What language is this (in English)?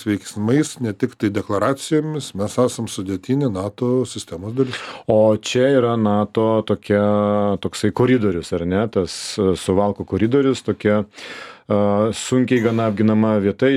Lithuanian